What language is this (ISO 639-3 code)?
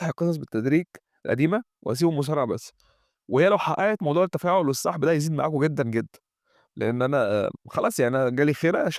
arz